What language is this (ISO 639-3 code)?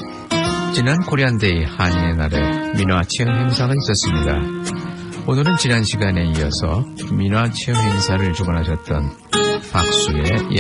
kor